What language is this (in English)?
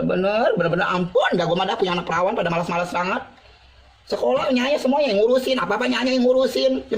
Betawi